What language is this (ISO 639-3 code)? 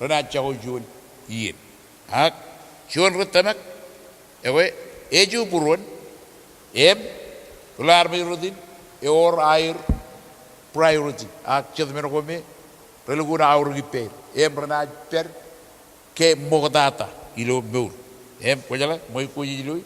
mah